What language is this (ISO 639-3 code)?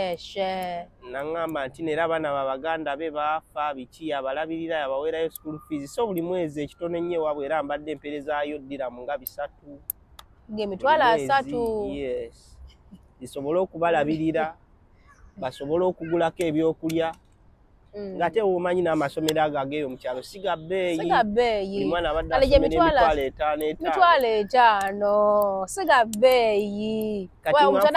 lug